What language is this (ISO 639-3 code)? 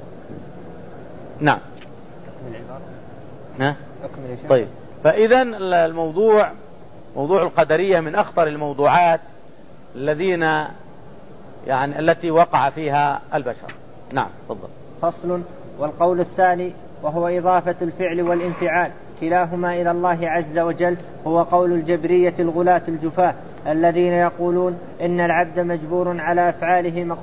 ara